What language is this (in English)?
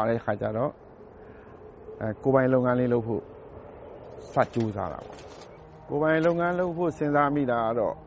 Burmese